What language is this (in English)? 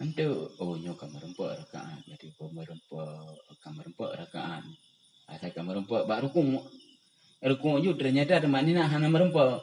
Achinese